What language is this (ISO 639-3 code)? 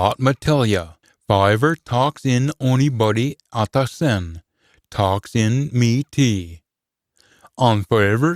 sco